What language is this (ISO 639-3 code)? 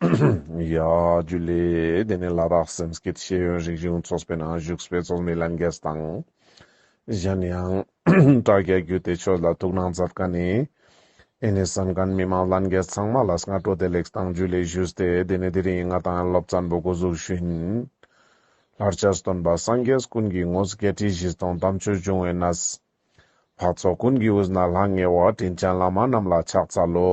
lbj